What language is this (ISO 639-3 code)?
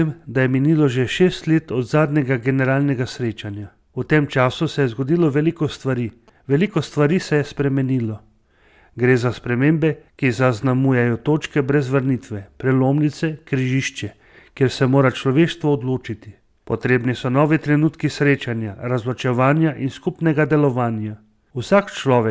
slv